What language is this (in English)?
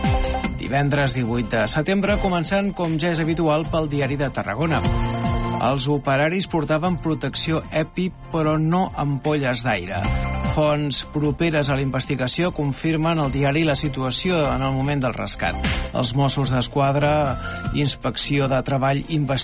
Catalan